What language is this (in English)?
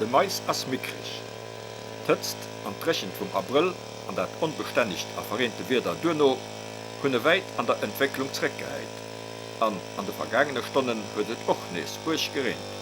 Luxembourgish